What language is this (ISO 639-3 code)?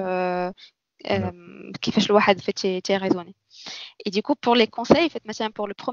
ary